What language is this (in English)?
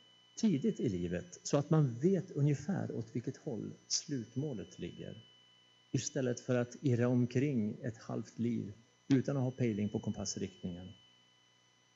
Swedish